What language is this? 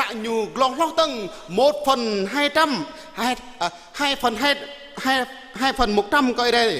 Jarai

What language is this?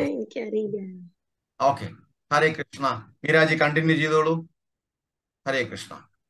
Malayalam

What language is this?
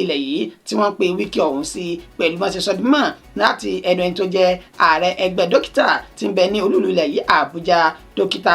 Yoruba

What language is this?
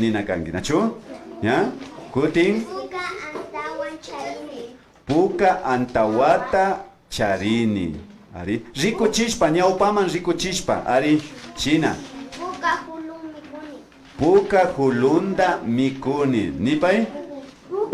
Imbabura Highland Quichua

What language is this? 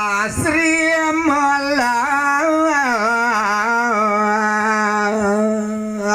Balinese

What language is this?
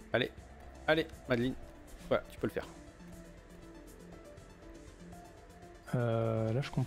French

